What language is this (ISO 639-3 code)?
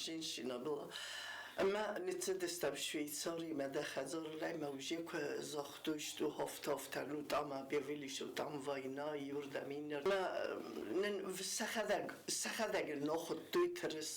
oss